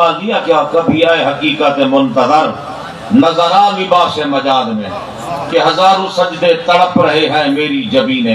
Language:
Saraiki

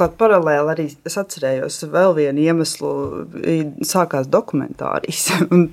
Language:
Latvian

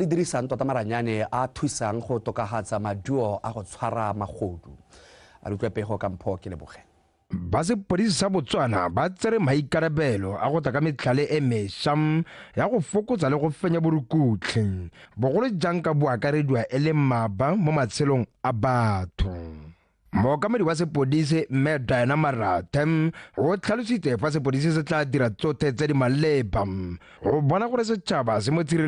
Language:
Tswana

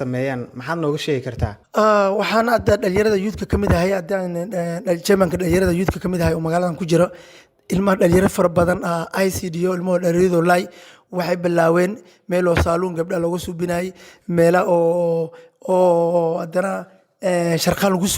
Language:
Somali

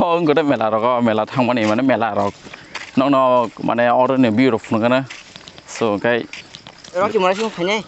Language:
Kok Borok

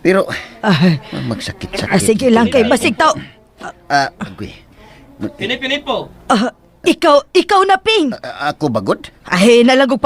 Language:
Cebuano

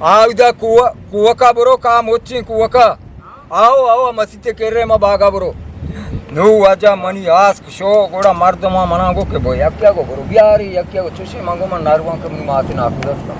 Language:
Eastern Balochi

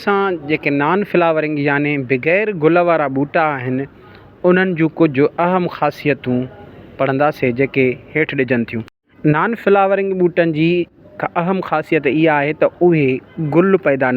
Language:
Sindhi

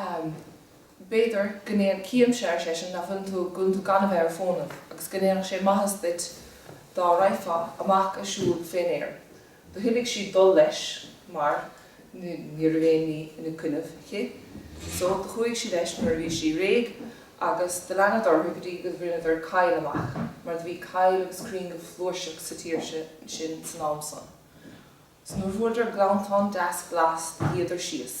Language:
Irish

